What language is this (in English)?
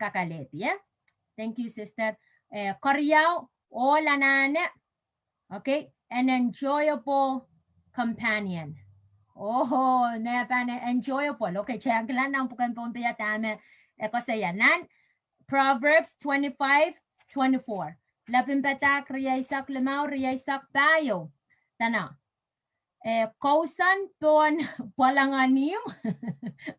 Pohnpeian